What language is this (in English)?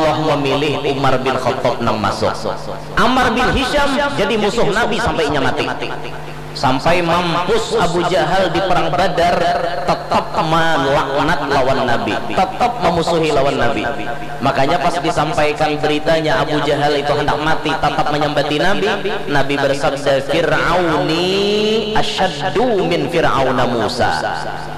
Banjar